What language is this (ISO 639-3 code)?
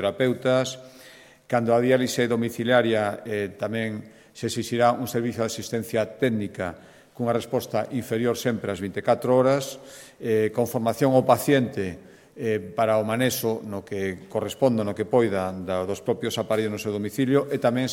glg